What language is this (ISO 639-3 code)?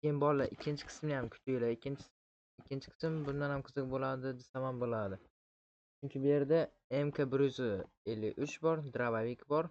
uzb